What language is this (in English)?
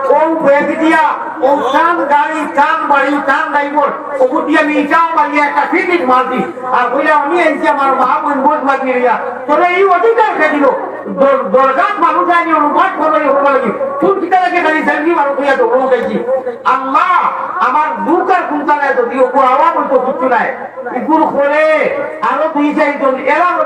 Sylheti